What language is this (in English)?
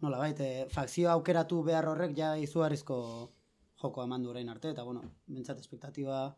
Basque